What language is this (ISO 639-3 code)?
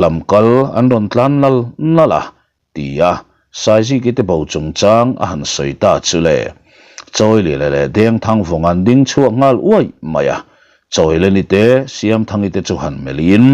lus